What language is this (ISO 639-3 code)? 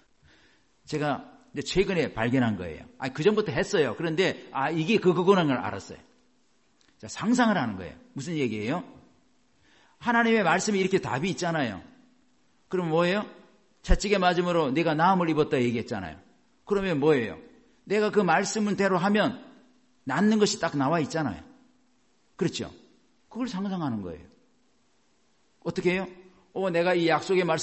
kor